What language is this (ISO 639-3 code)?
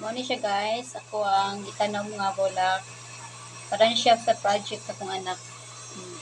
ceb